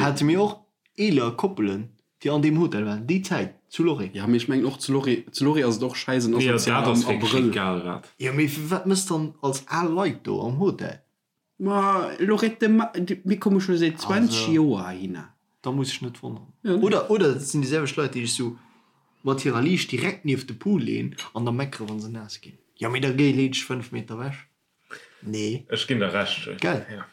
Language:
Luxembourgish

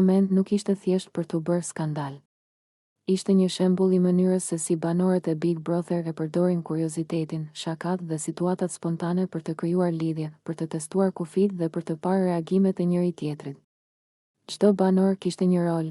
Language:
Albanian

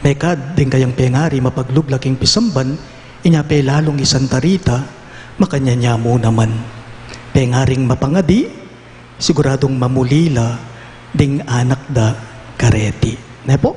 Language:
Pampanga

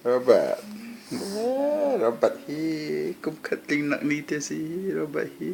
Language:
Hakha Chin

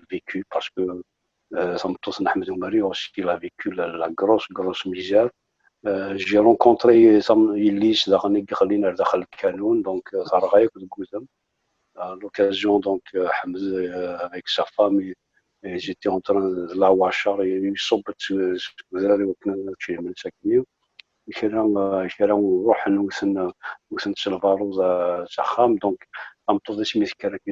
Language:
Kabyle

